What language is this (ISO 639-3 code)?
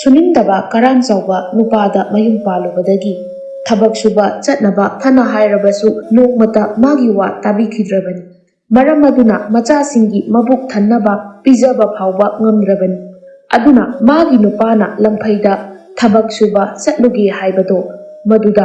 mni